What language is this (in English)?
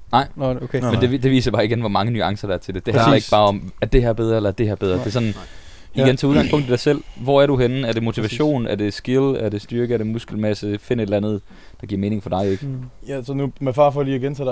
Danish